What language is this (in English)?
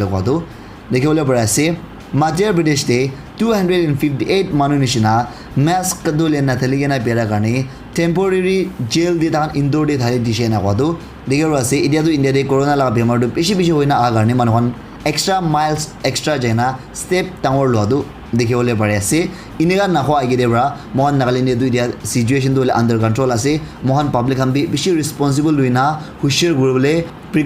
Naga Pidgin